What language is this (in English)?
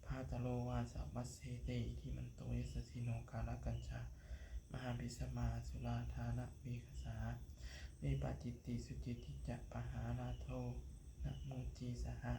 Pali